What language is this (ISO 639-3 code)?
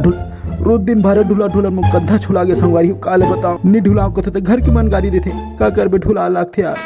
hne